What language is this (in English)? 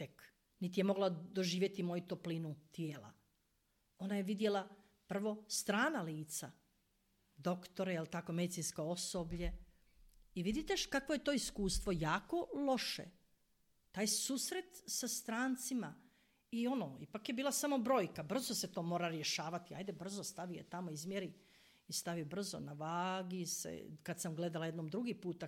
Croatian